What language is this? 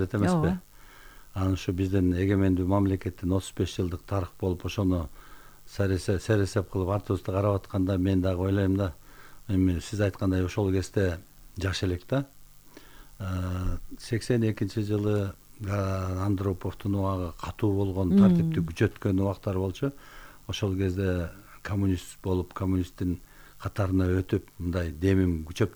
Kyrgyz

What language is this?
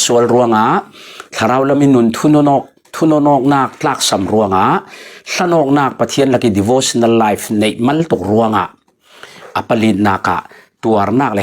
Falam Chin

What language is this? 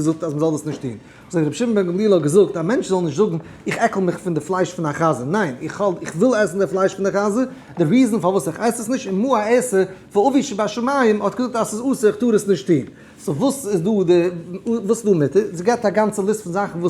Yiddish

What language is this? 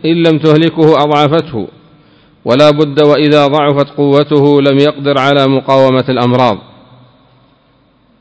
Arabic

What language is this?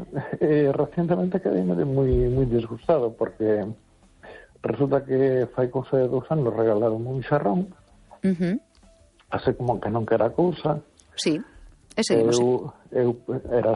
Galician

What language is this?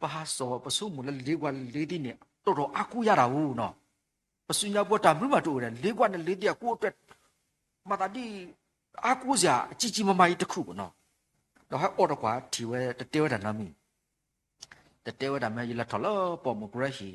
S'gaw Karen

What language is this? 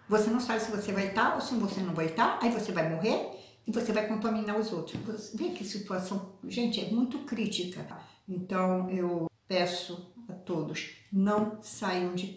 Portuguese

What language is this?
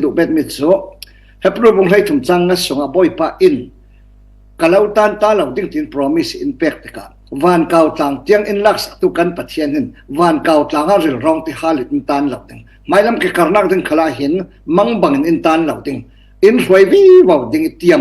Falam Chin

